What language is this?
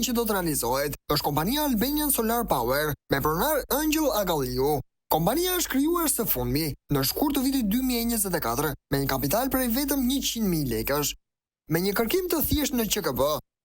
Albanian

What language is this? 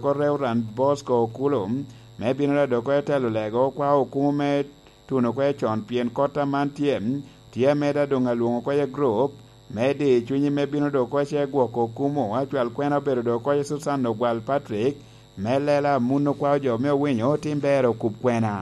Lango (Uganda)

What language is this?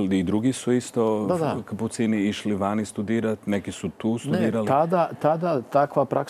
Croatian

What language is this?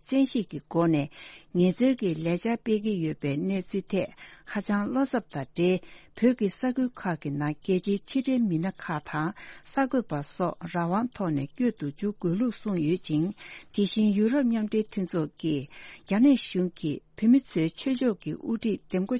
Tibetan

